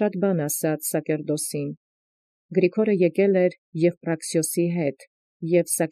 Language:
Armenian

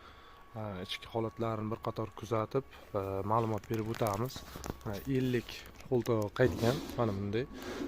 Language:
Uzbek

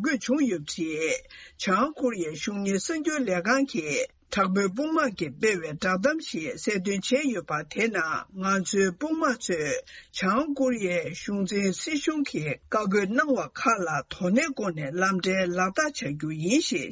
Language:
Tibetan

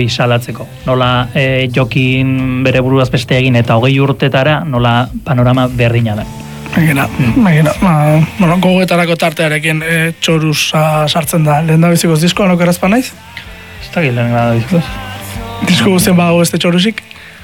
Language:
Basque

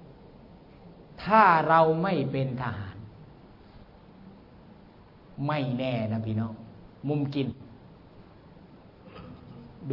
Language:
Thai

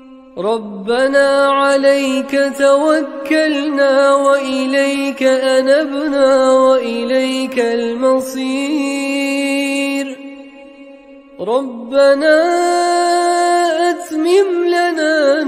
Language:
Arabic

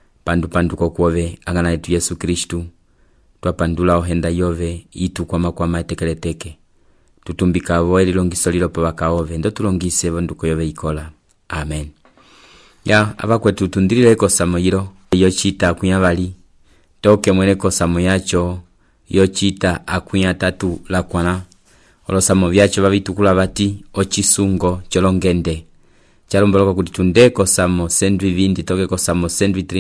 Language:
Umbundu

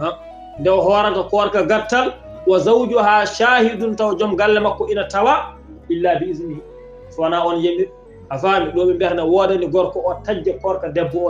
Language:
Fula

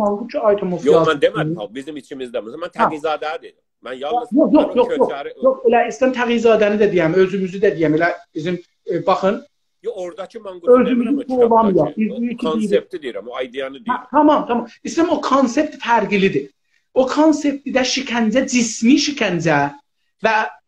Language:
South Azerbaijani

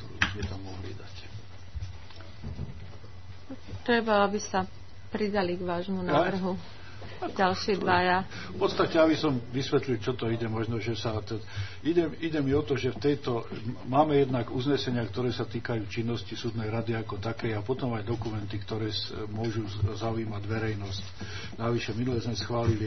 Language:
Slovak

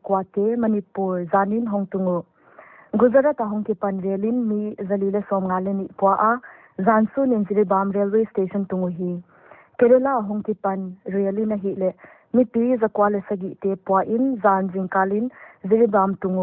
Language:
Paite Chin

